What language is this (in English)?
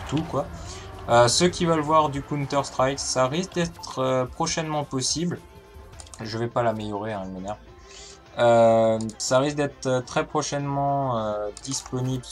French